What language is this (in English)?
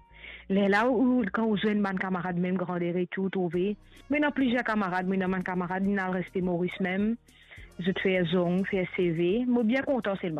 Morisyen